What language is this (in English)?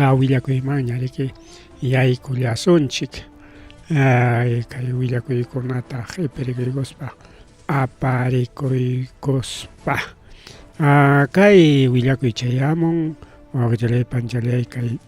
Ayacucho Quechua